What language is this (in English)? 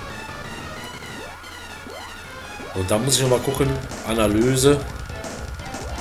German